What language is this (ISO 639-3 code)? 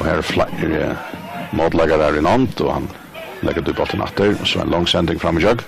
fao